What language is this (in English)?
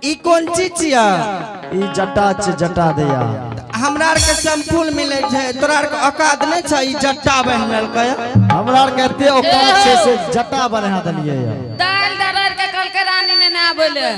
Angika